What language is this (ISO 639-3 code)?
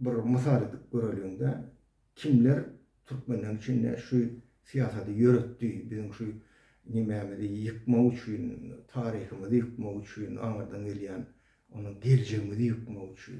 tuk